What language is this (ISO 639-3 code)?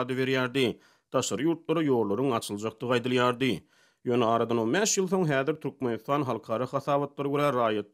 tuk